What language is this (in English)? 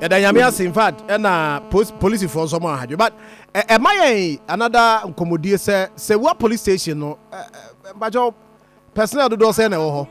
Akan